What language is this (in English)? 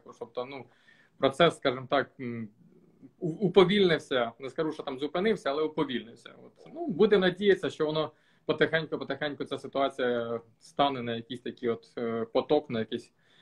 Ukrainian